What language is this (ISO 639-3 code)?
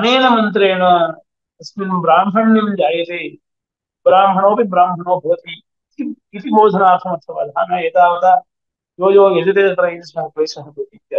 san